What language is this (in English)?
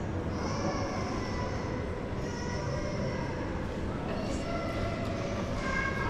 Turkish